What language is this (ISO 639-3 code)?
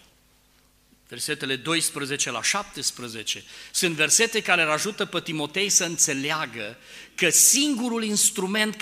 ron